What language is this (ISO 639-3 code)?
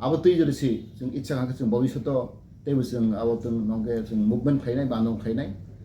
trp